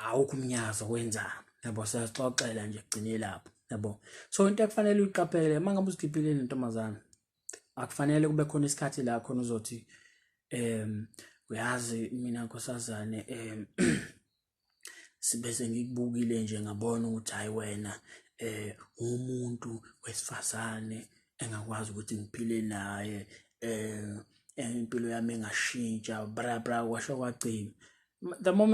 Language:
Zulu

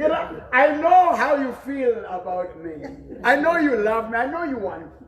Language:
Southern Sotho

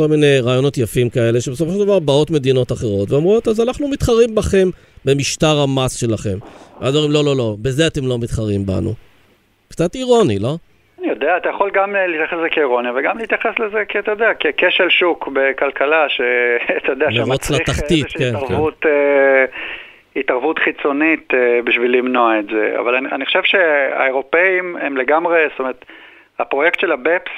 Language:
Hebrew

